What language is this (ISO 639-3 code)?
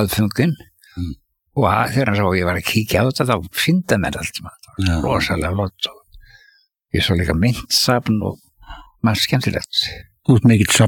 isl